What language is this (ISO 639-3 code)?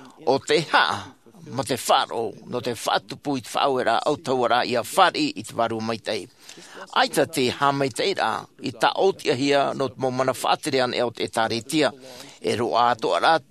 tah